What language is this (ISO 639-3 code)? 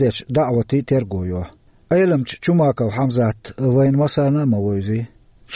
che